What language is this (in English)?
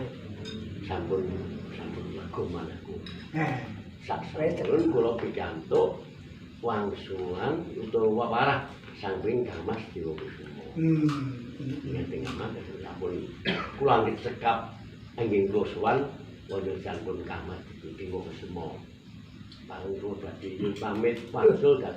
Javanese